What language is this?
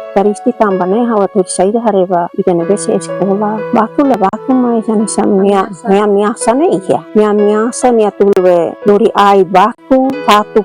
Tetum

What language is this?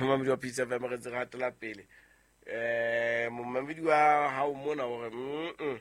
Southern Sotho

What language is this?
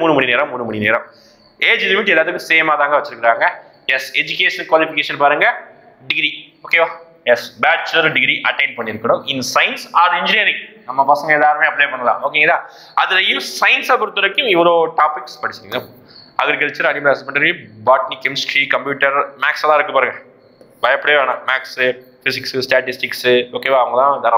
Tamil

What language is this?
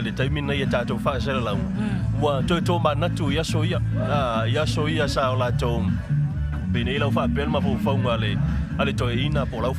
Samoan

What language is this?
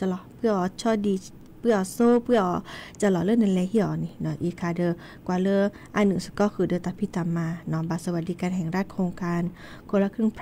S'gaw Karen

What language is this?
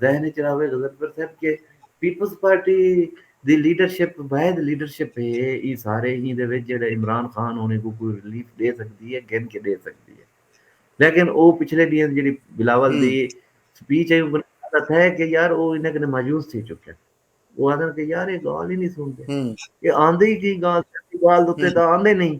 Saraiki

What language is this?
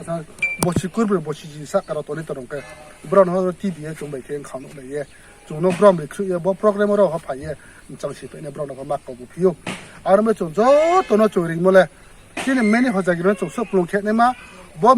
Riang (India)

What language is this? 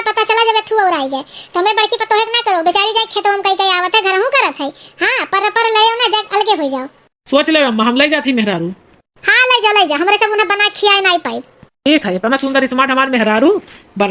Awadhi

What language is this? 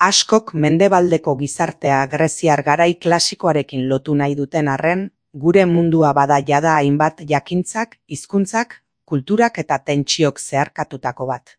Basque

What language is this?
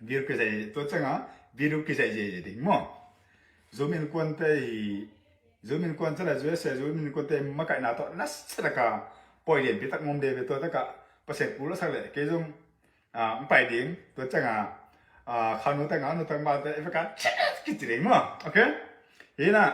Tedim Chin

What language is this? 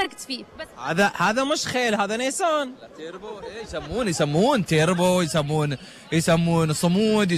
Gulf Arabic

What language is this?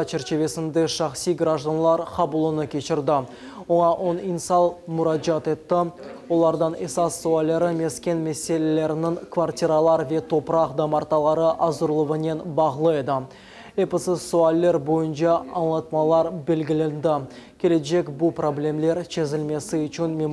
Crimean Tatar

